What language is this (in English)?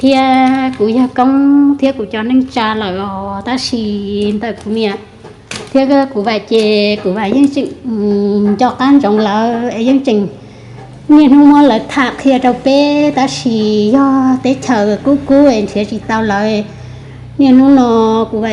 Hmong